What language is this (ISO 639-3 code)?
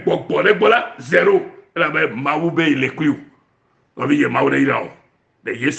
ewe